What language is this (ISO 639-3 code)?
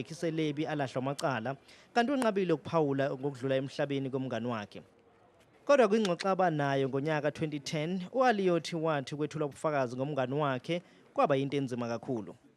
zul